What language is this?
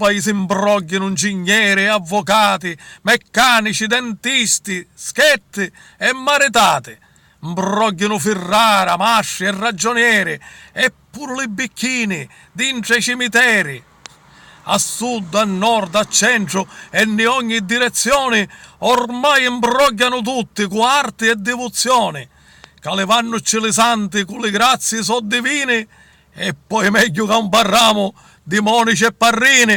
Sicilian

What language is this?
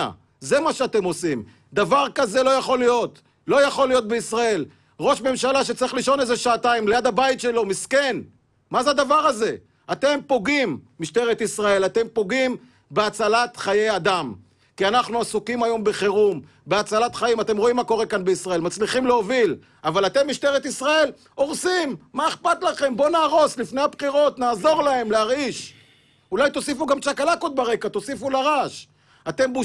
Hebrew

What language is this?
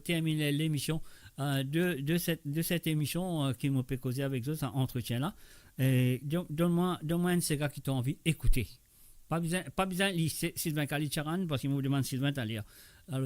Morisyen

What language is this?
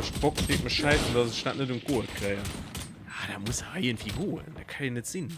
Luxembourgish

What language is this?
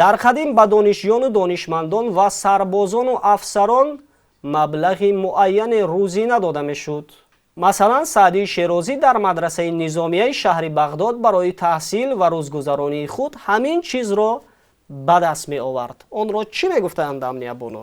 Tajik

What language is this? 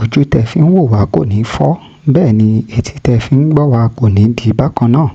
Yoruba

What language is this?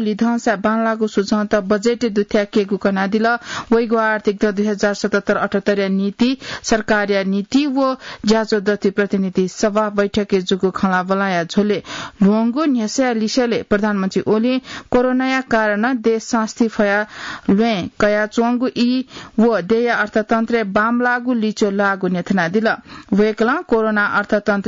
Newari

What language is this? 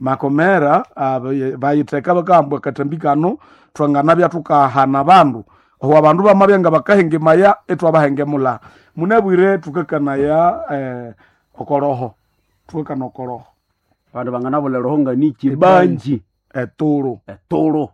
Nande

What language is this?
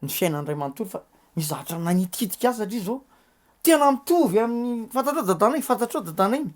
Malagasy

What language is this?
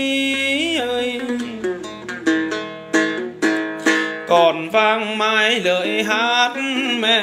Vietnamese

